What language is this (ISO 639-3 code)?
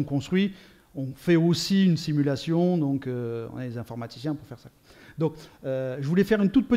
fra